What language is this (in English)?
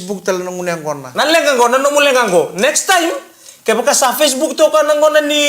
Fijian